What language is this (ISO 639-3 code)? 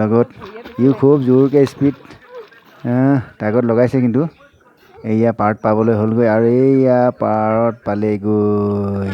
asm